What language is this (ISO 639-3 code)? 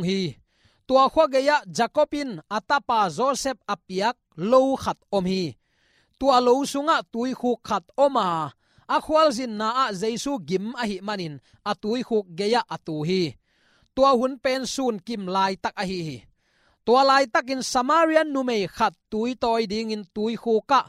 ctd